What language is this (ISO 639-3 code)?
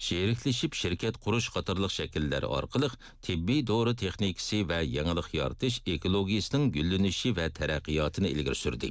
uig